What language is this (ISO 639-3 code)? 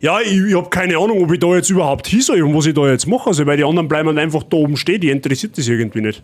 bar